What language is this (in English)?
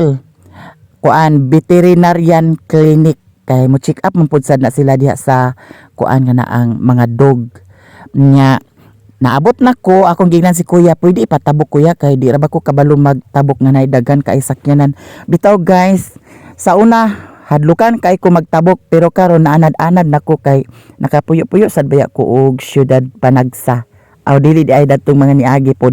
Cebuano